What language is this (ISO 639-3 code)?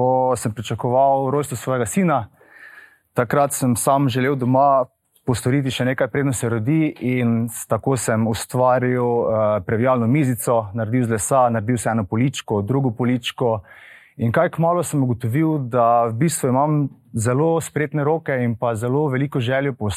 slv